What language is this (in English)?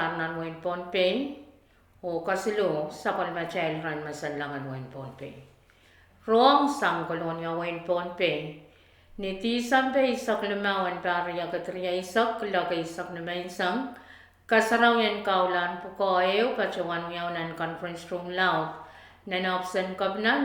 Pohnpeian